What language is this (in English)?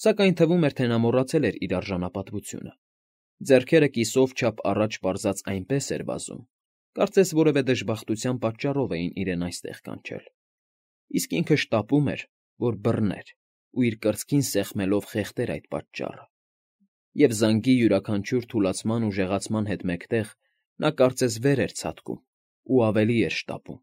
Armenian